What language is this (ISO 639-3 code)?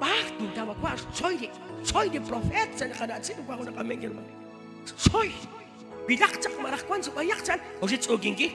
kek